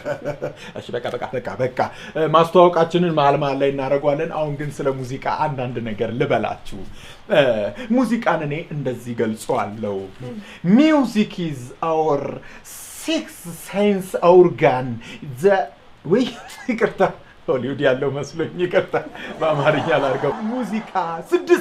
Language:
Amharic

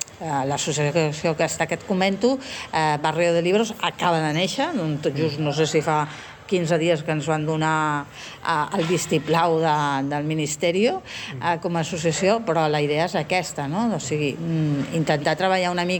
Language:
Catalan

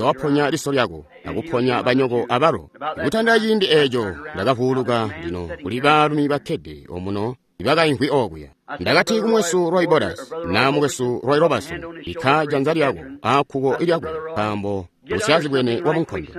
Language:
Tonga (Zambia)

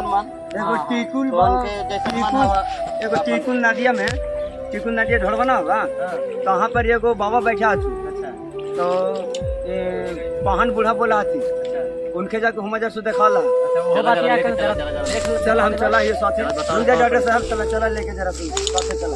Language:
Magahi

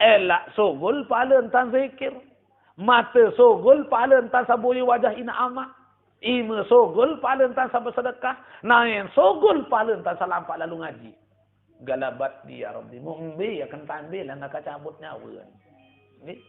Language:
Sasak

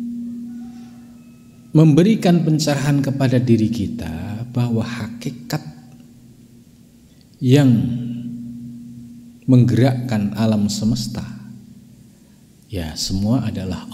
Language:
Indonesian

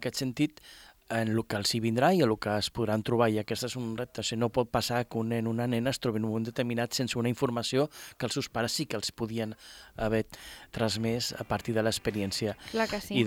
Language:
Catalan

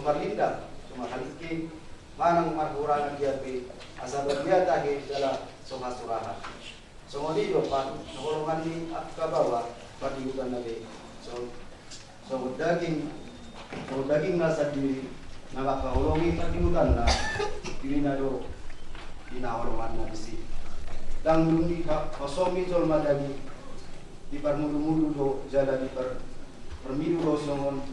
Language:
Batak Toba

